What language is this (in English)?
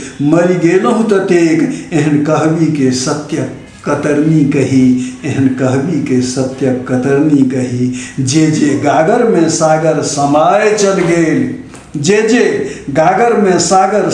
Maithili